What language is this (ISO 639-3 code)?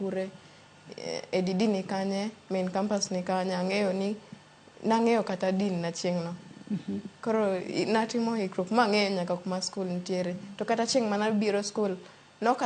luo